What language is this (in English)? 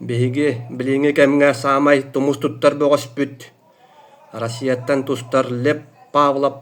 Yakut